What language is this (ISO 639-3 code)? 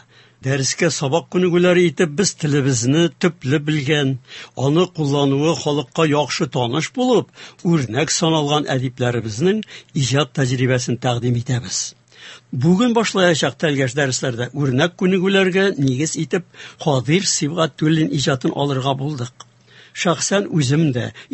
tat